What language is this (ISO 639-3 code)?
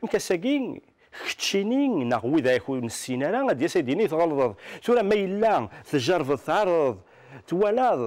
kab